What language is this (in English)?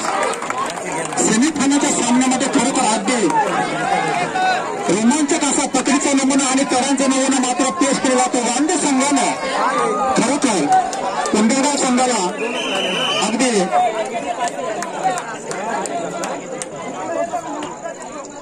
Marathi